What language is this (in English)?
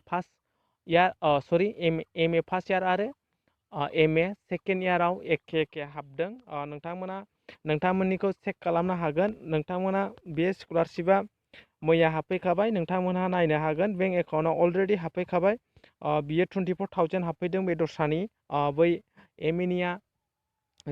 Bodo